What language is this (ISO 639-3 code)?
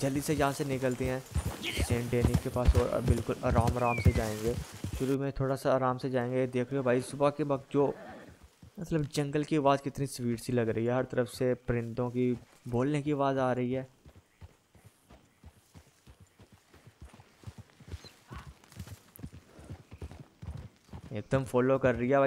hin